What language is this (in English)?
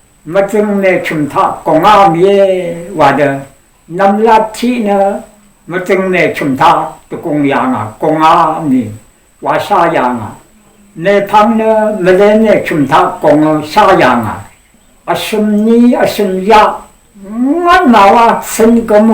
Rawang